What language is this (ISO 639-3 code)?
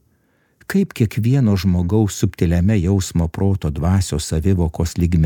lit